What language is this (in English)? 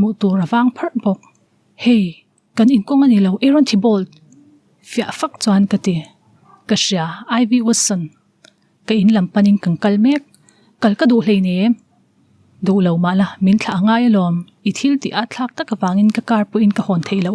Mizo